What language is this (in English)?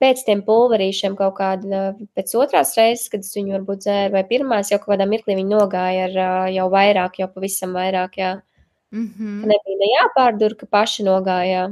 Latvian